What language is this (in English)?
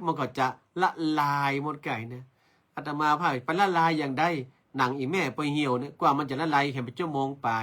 Northern Thai